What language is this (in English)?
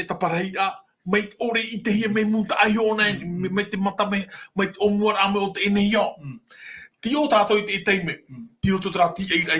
Tahitian